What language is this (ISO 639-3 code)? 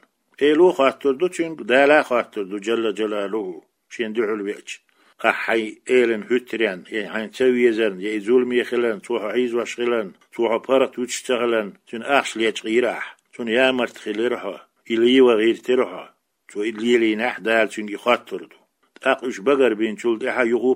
che